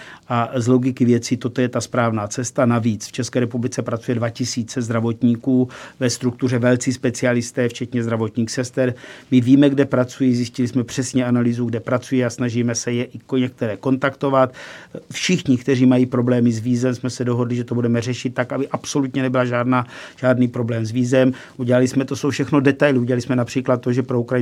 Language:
Czech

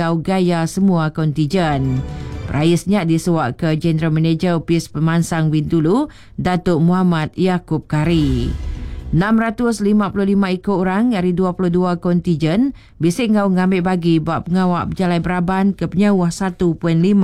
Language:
Iban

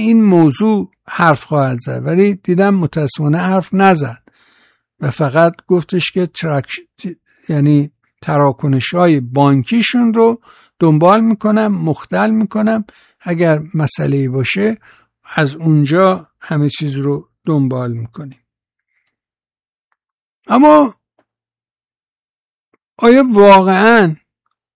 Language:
Persian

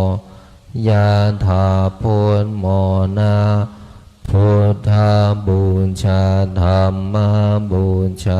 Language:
Pali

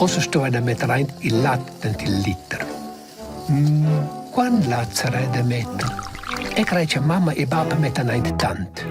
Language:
Romansh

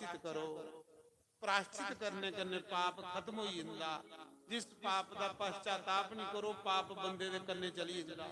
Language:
Dogri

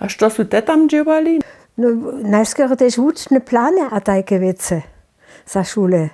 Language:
Upper Sorbian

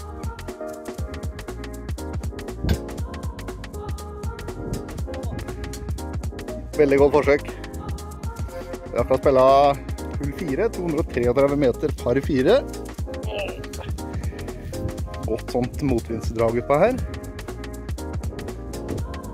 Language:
Norwegian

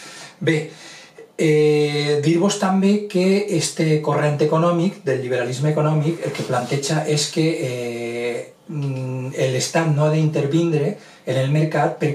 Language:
Catalan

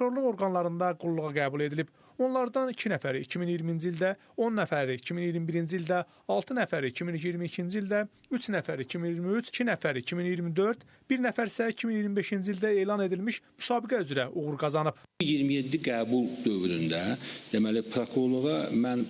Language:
Azerbaijani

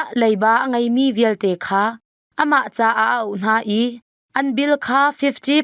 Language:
Hakha Chin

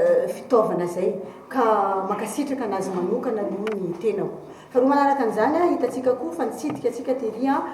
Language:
Malagasy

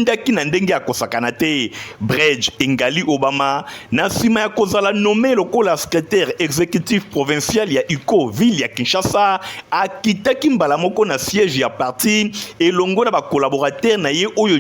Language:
Lingala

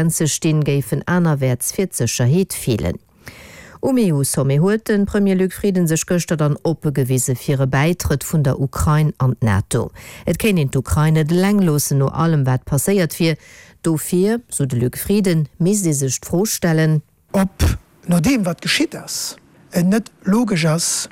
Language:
Luxembourgish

